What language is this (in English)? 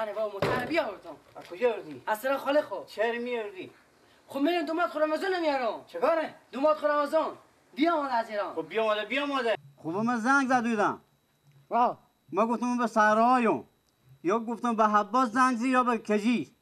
Persian